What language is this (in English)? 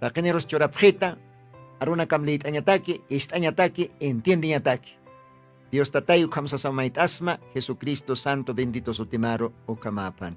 Aymara